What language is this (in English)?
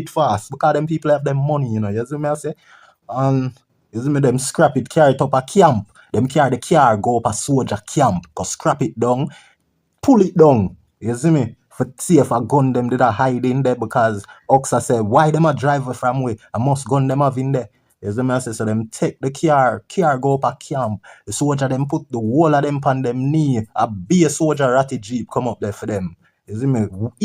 Jamaican Creole English